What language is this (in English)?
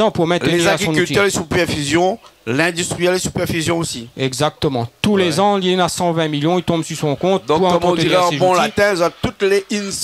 Réunion Creole French